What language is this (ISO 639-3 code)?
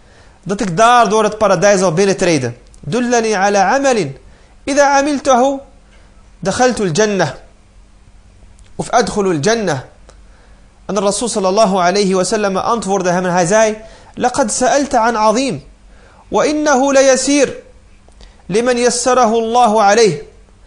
nld